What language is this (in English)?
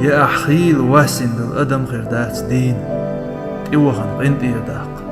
Chechen